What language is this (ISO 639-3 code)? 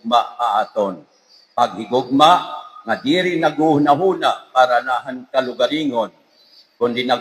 war